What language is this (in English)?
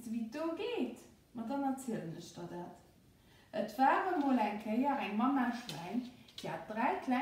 Luxembourgish